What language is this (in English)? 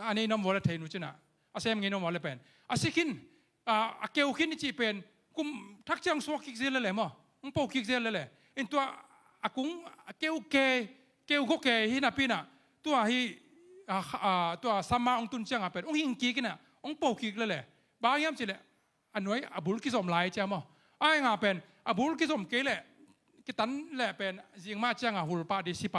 Tedim Chin